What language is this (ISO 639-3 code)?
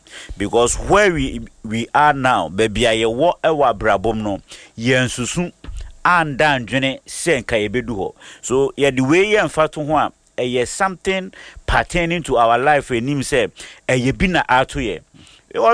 aka